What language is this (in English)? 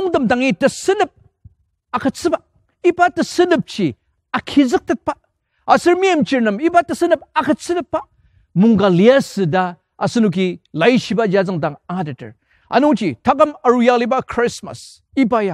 Ao Naga